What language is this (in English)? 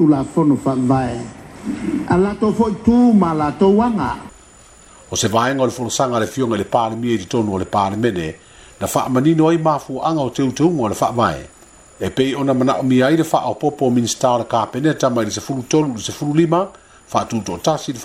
Samoan